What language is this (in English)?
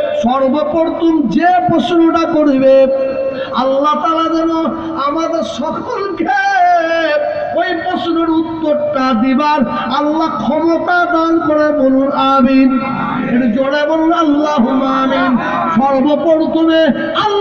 Bangla